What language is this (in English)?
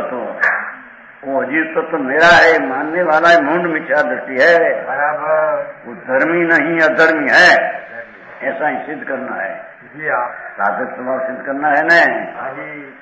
Hindi